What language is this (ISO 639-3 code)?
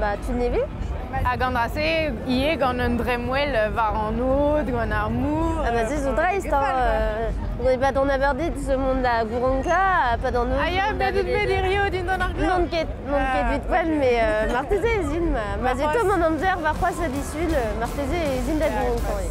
bre